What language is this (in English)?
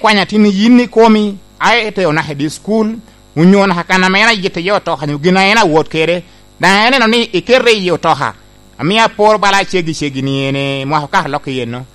Lango (Uganda)